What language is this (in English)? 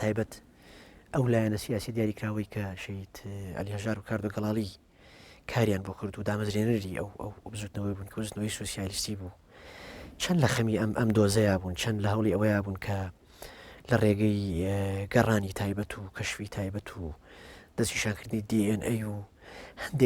Central Kurdish